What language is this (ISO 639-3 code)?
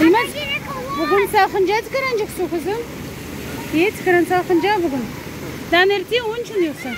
crh